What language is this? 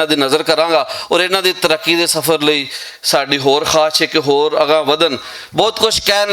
Western Panjabi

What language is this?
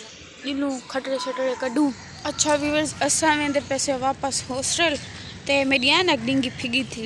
Saraiki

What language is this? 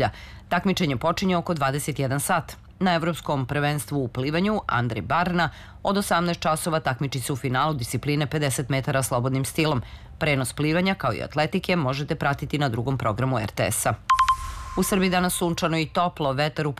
Serbian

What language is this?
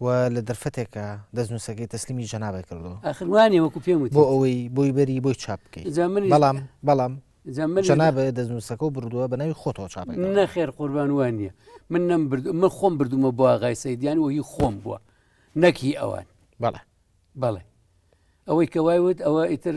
Central Kurdish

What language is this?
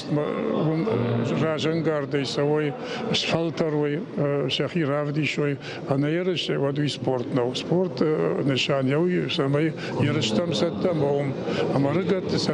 Ossetic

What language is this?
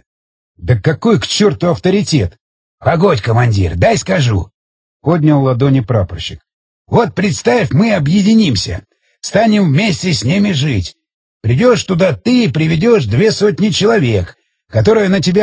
Russian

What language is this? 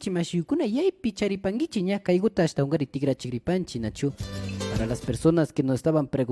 Imbabura Highland Quichua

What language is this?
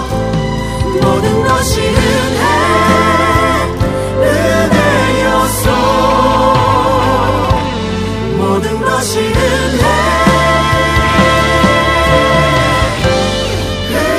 Korean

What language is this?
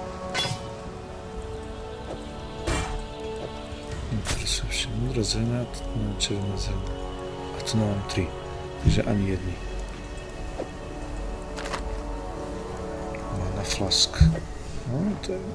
Slovak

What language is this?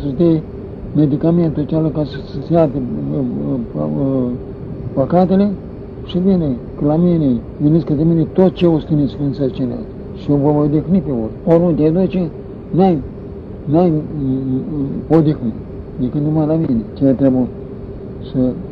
Romanian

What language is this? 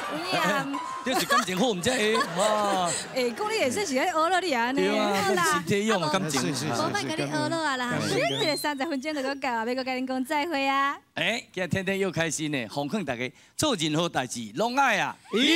Min Nan Chinese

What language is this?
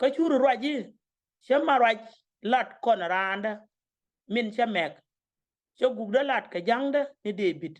Nuer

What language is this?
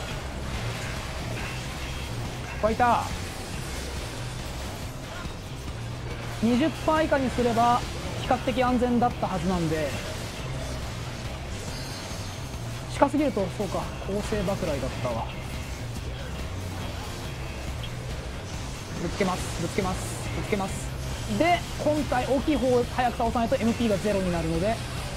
Japanese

